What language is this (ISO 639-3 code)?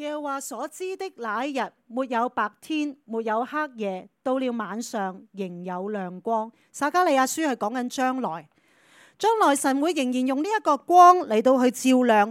yue